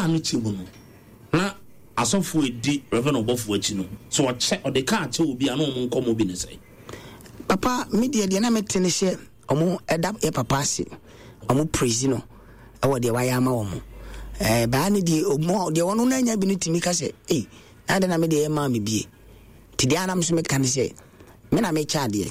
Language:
Akan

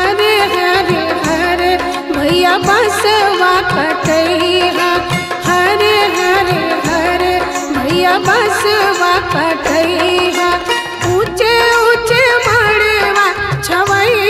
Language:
Bhojpuri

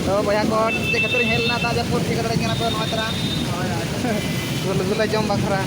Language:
Santali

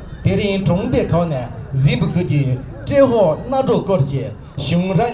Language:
Tibetan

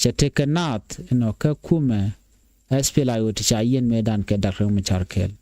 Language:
Nuer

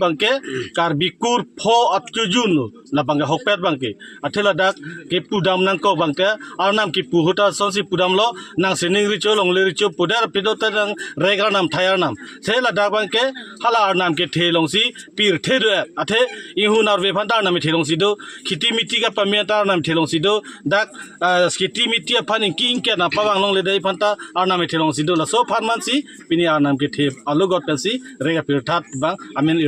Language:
Karbi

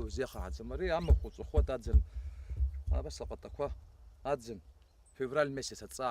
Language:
Abkhazian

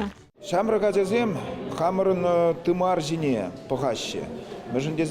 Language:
Chuvash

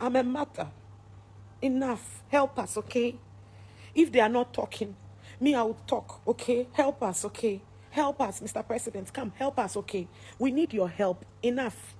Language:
Nigerian Pidgin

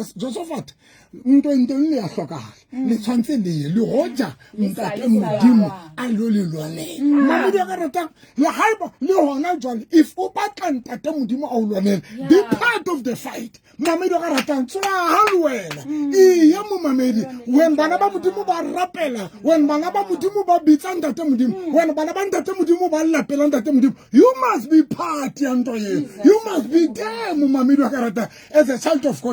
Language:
Southern Sotho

